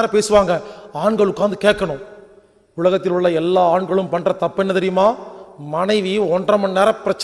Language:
Tamil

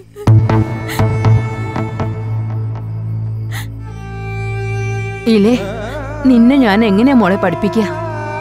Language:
Malayalam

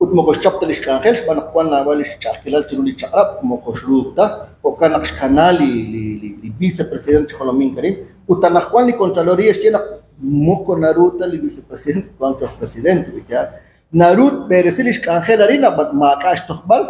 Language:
Kekchí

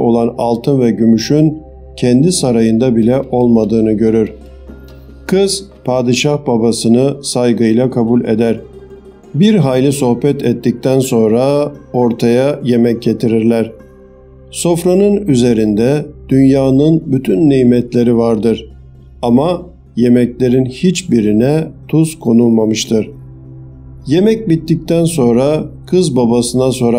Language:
Turkish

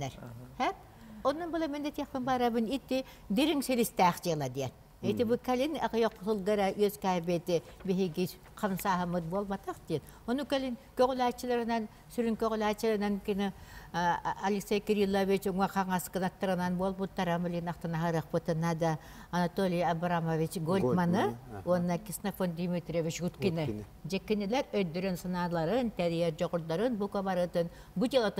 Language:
Yakut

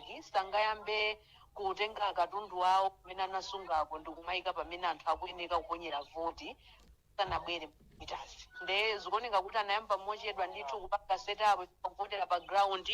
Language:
Nyanja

